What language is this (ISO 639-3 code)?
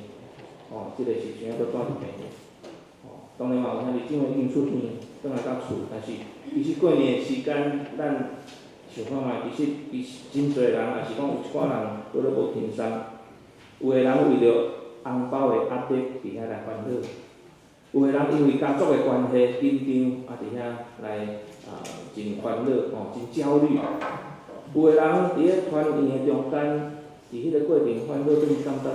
nan